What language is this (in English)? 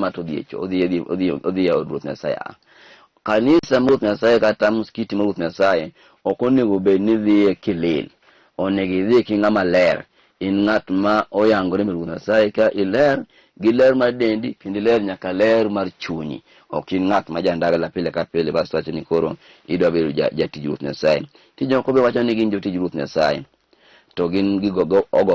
Luo (Kenya and Tanzania)